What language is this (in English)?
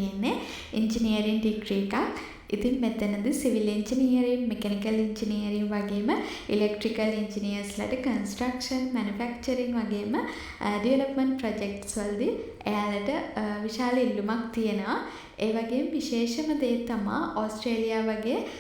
Sinhala